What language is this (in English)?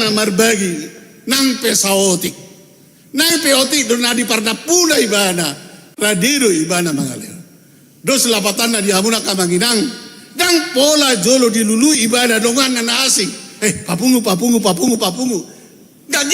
Batak Toba